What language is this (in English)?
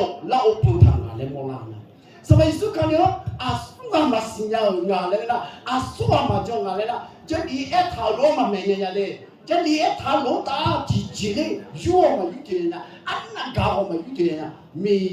Akha